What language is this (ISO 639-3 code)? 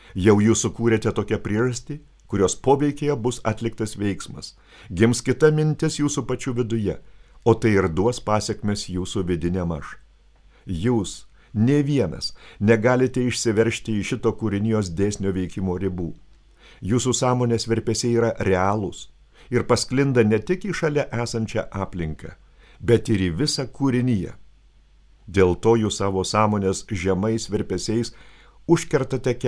lit